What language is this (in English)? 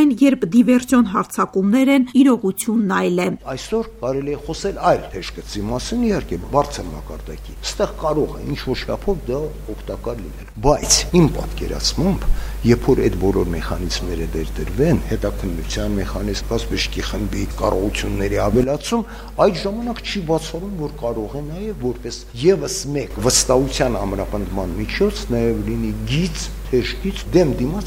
Armenian